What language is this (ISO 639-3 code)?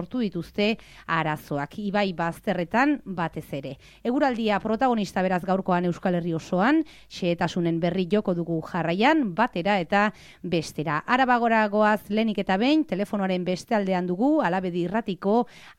eus